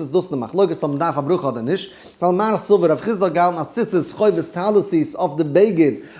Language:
Yiddish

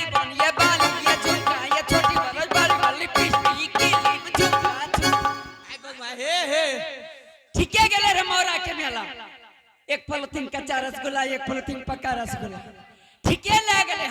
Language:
Angika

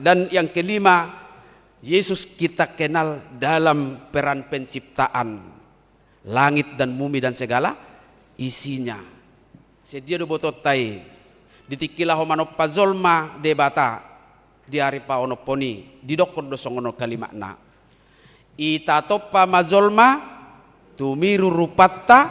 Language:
Batak Toba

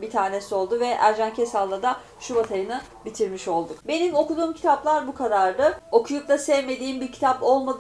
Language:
Turkish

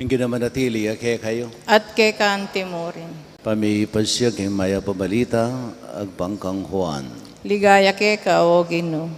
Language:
Pampanga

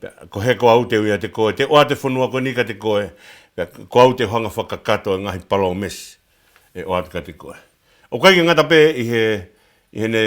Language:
Tongan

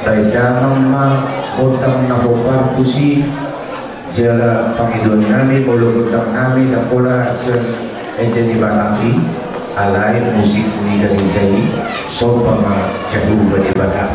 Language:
Batak Toba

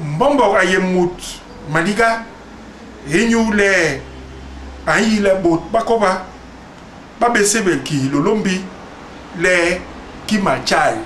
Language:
Basaa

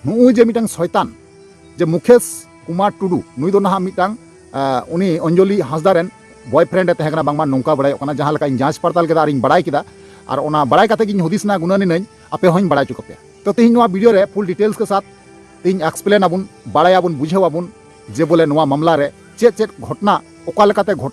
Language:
Santali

